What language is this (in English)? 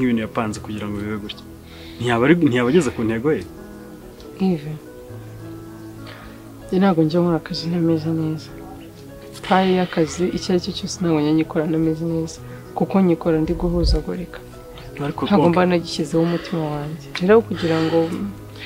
Kinyarwanda